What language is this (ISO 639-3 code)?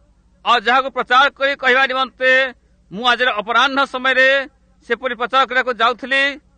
ori